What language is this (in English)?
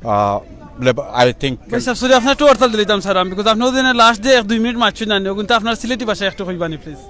Sylheti